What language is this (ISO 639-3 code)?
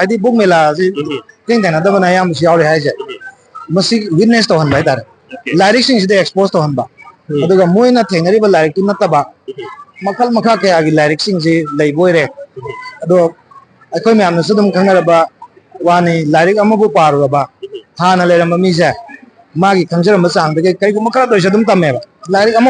mni